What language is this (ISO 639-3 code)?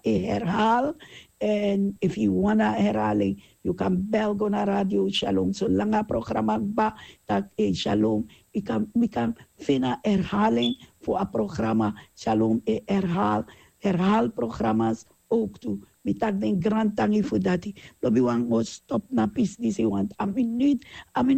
srn